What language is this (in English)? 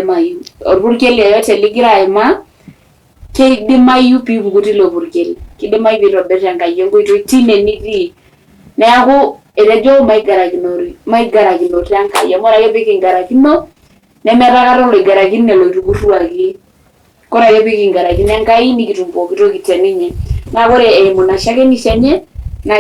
Masai